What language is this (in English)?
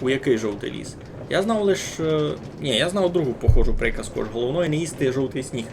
Rusyn